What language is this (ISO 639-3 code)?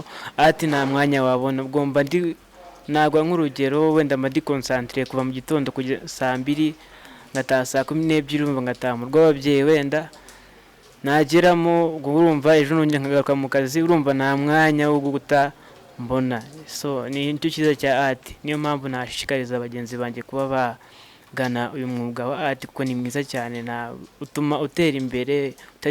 kin